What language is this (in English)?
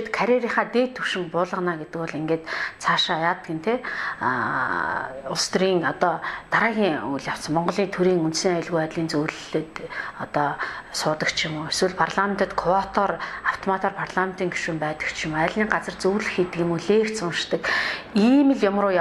Mongolian